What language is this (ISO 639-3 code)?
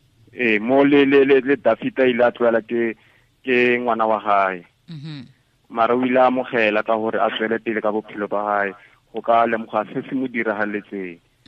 tsn